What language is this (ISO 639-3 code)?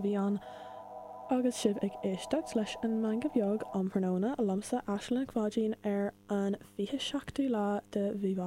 gle